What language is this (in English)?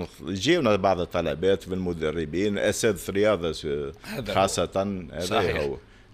Tunisian Arabic